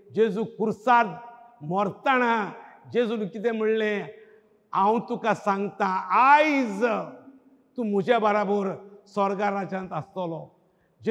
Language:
Konkani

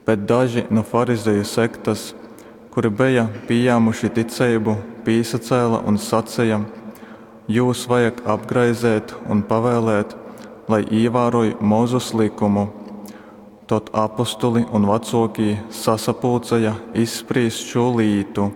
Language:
Latgalian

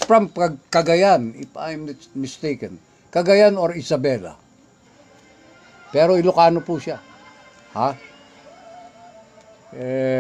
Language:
Filipino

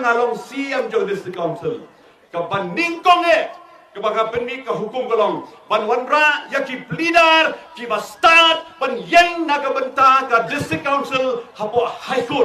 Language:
Khasi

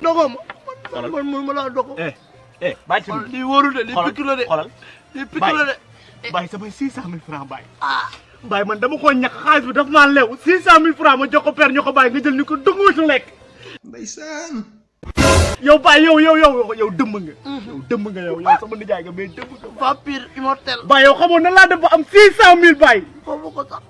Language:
Wolof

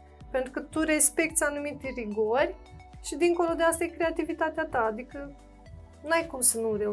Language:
Romanian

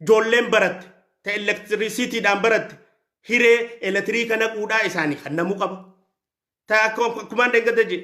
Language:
Oromo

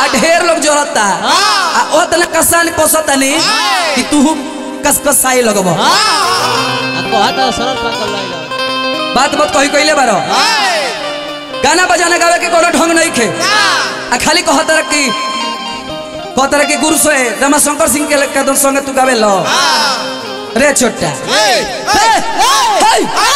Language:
Bhojpuri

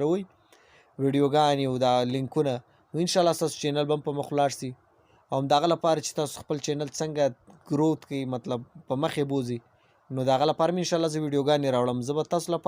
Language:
Pashto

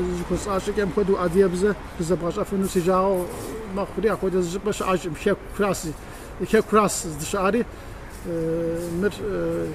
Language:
Kabardian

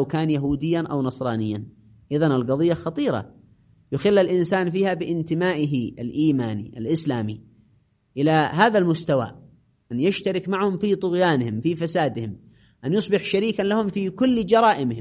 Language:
Arabic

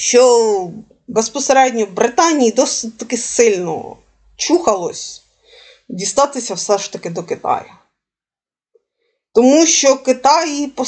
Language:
Ukrainian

